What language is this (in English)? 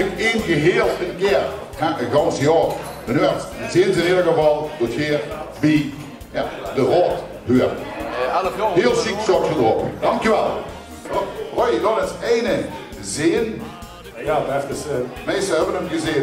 Limburgish